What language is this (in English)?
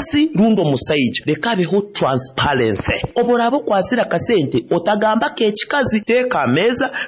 Nyoro